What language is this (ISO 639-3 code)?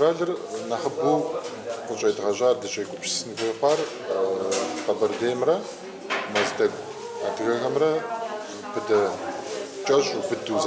kbd